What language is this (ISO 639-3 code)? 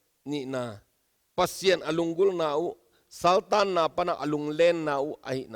ctd